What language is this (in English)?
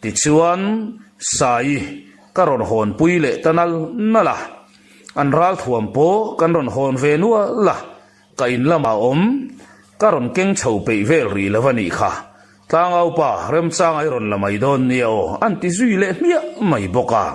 Mizo